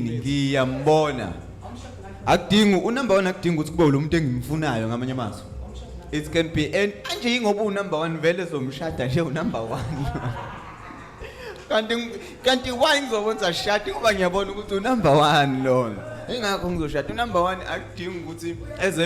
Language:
Zulu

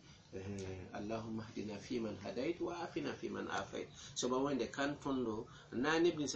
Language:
Mossi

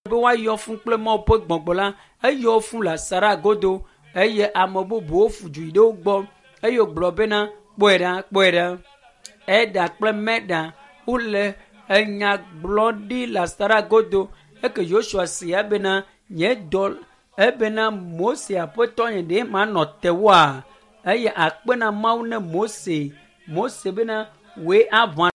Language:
Ewe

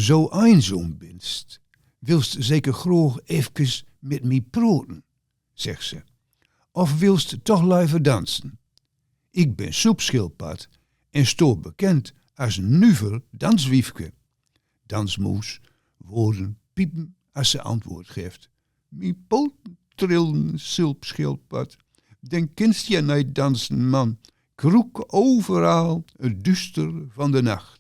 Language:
Gronings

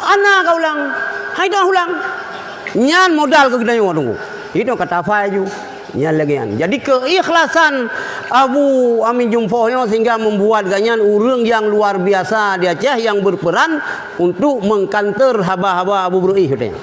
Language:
Achinese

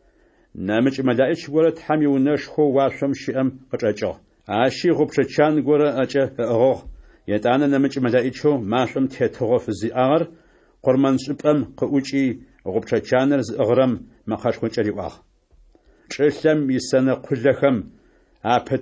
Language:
Adyghe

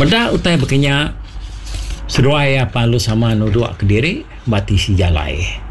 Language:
Iban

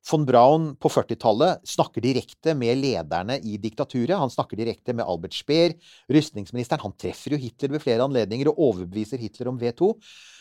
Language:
Norwegian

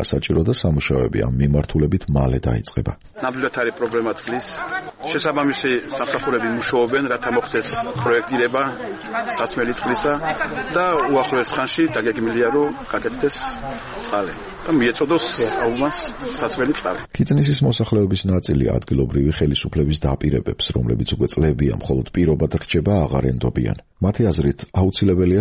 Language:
Georgian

